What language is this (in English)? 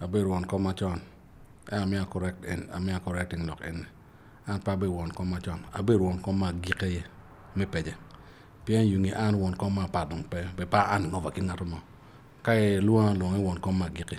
Acoli